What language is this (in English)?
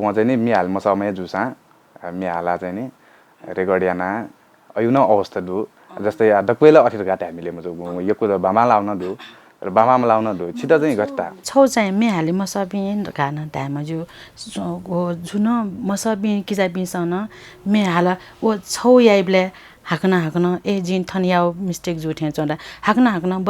Newari